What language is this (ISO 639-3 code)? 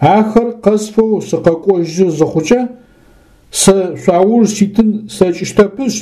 ady